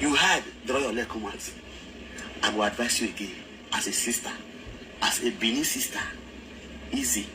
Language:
Nigerian Pidgin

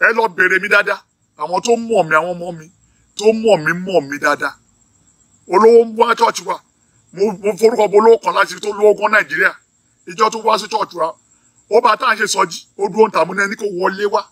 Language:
Yoruba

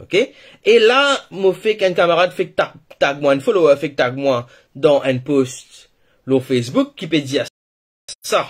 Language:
Morisyen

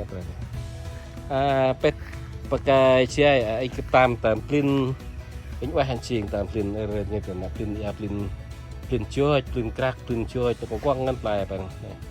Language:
Central Mnong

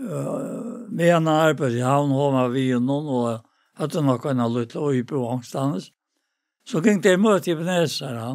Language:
Faroese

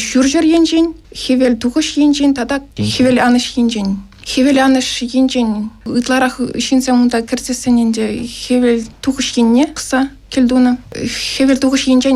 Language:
Chuvash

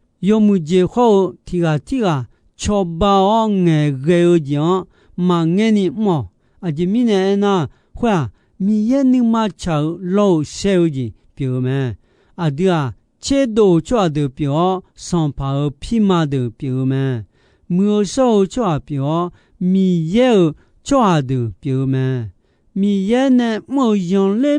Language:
Akha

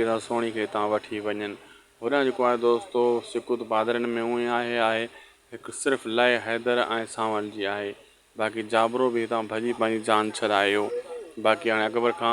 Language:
Sindhi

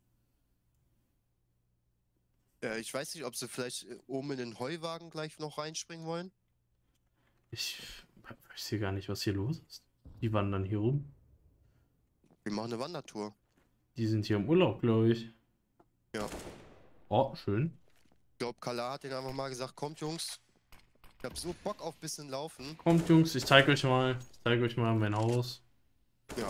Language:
German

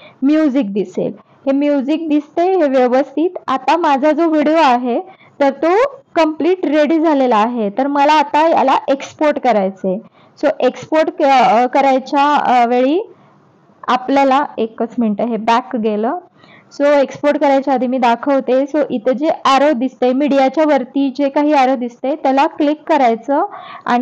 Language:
Marathi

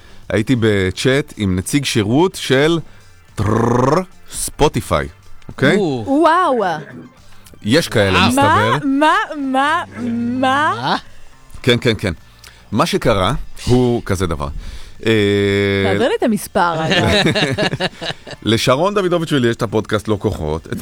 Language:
Hebrew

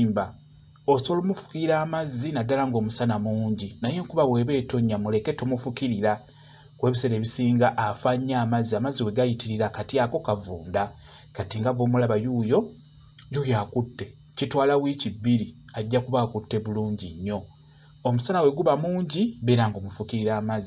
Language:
Ganda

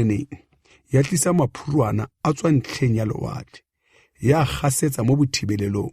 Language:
Tswana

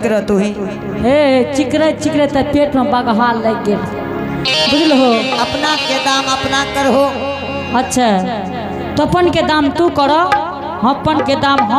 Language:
Angika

